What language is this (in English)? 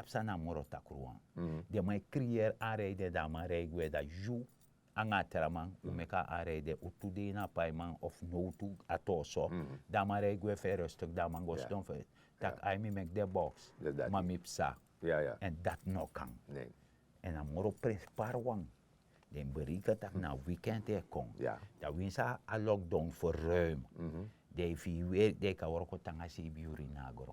Sranan Tongo